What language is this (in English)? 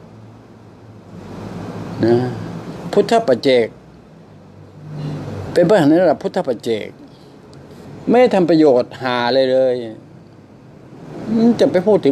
Thai